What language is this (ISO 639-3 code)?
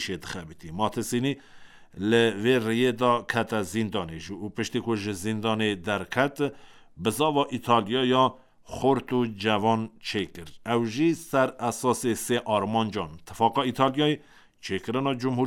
kur